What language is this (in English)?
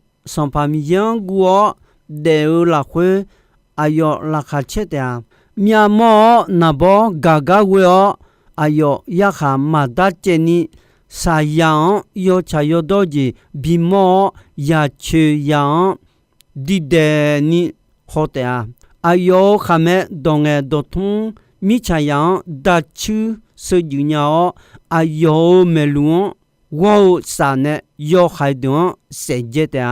Akha